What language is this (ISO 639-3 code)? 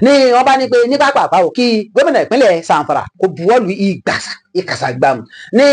yor